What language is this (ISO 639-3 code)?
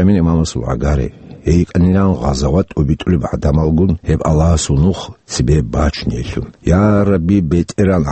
ava